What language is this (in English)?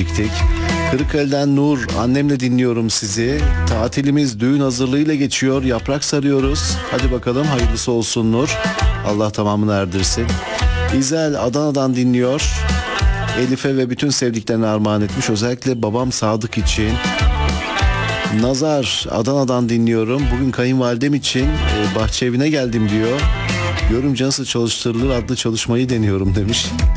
Turkish